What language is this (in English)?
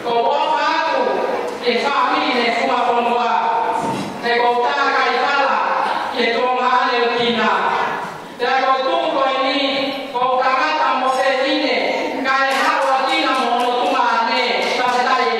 Tongan